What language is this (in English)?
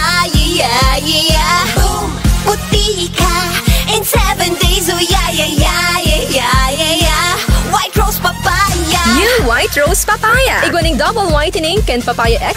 Bikol